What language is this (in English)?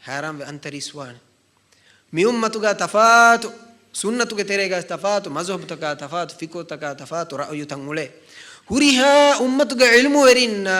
Divehi